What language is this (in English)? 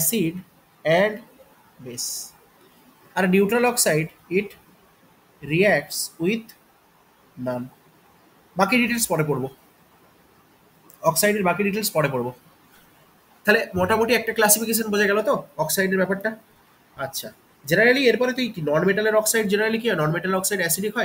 Bangla